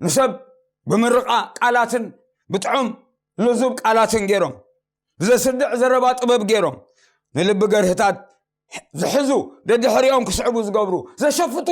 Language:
Tigrinya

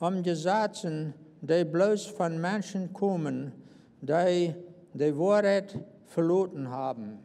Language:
Plautdietsch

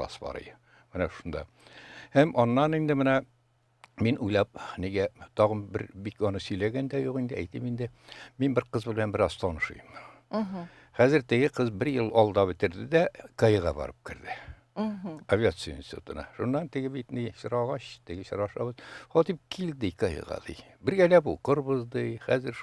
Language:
Tatar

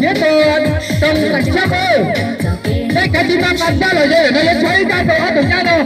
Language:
Hmong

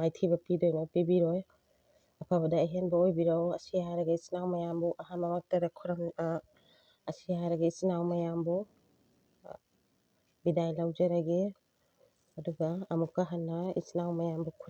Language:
Manipuri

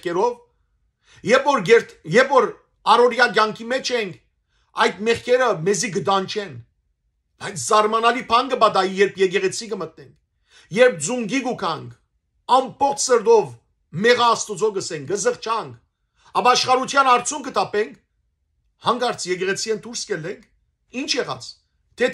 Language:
Western Armenian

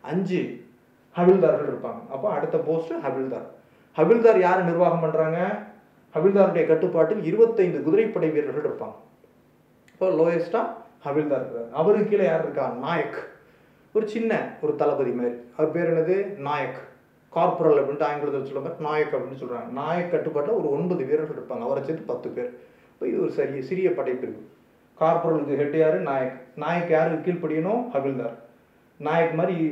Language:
Tamil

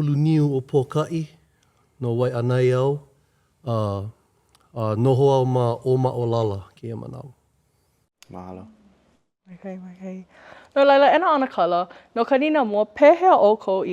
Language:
Hawaiian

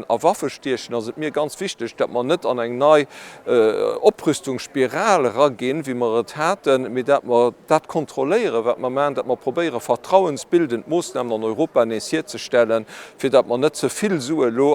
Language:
Luxembourgish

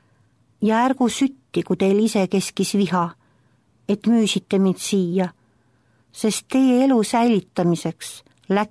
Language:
Estonian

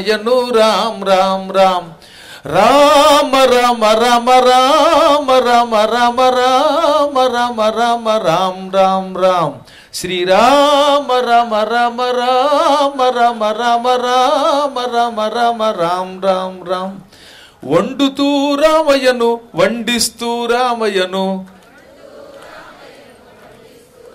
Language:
Telugu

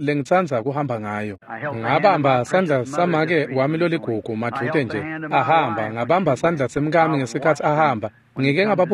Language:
Swati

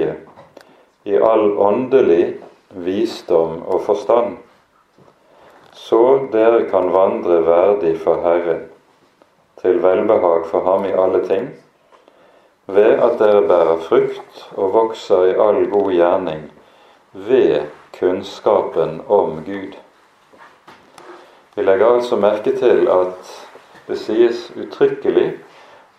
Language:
Norwegian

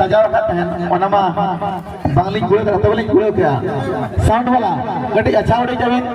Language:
Santali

